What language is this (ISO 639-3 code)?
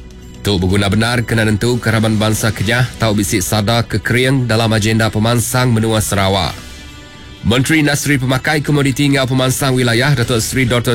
iba